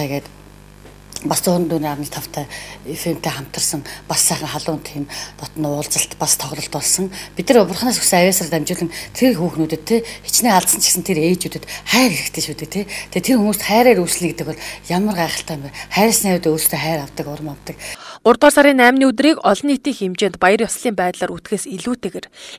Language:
Mongolian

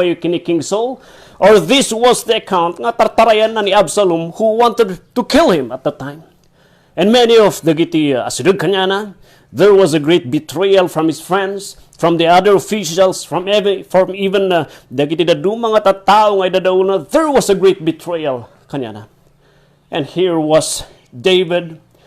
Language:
Iloko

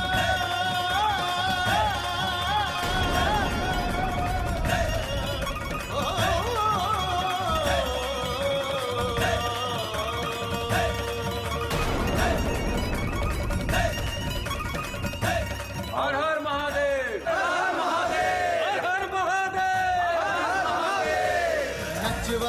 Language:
Bhojpuri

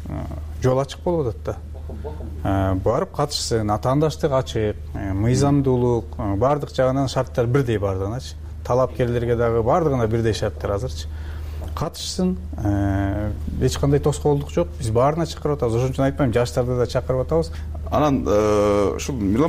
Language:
Kyrgyz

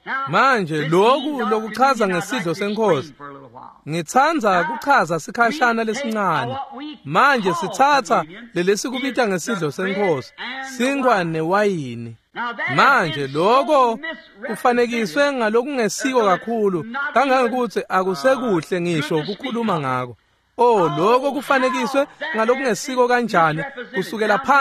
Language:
Swati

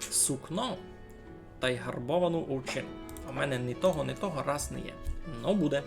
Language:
Rusyn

